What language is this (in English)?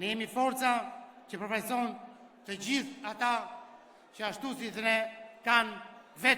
Albanian